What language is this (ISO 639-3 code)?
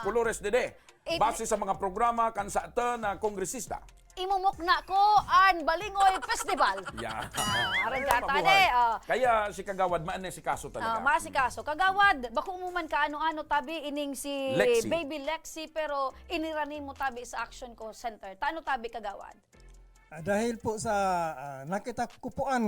bik